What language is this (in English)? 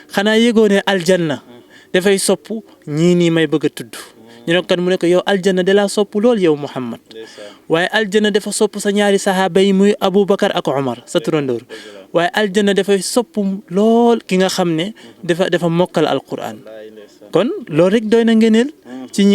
Wolof